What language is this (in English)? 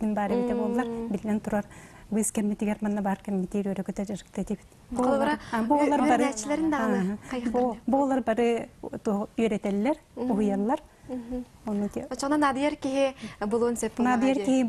Yakut